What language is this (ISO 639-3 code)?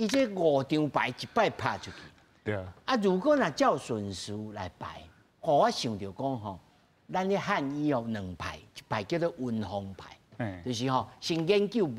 nan